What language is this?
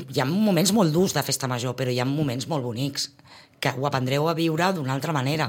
Catalan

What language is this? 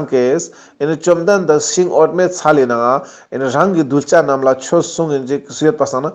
Ladakhi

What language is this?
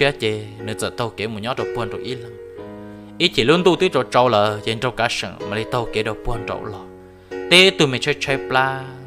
Hmong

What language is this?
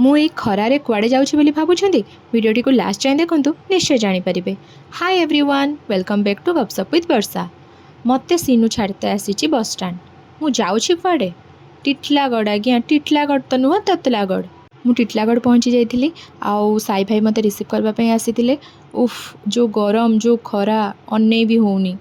Odia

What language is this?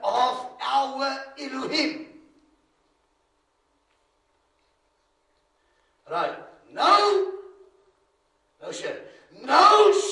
Afrikaans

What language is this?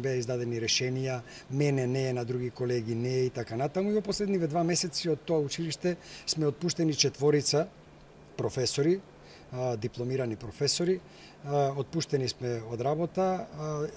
Macedonian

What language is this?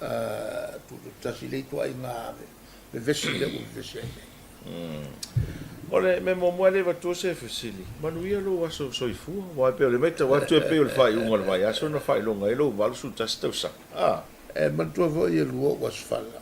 Samoan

